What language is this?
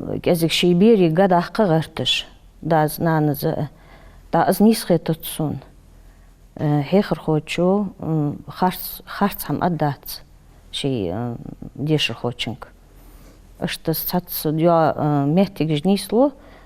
Ingush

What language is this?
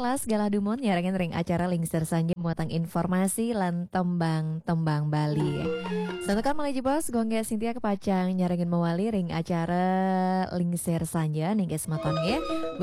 Balinese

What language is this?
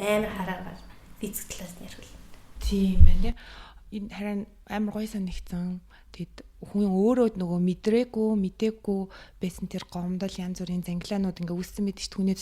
Mongolian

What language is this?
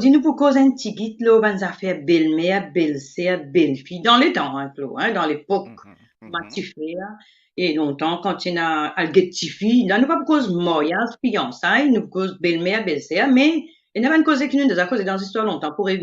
Morisyen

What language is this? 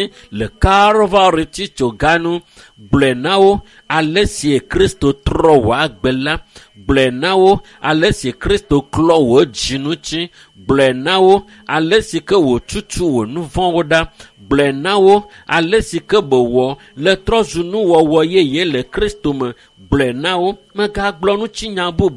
Ewe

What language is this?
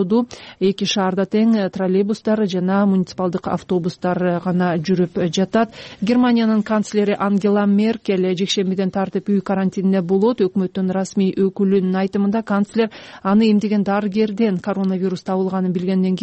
Kyrgyz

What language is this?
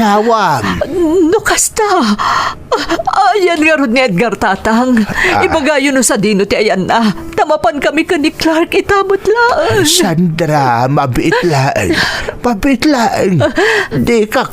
Iloko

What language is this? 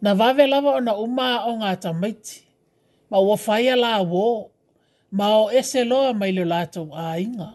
Samoan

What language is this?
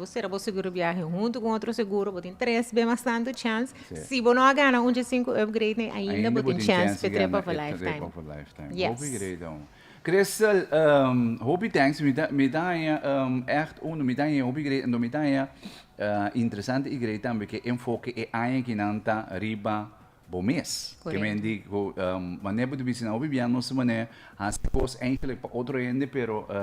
Papiamento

